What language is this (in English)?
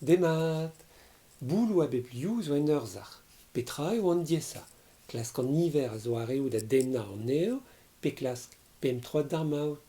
Breton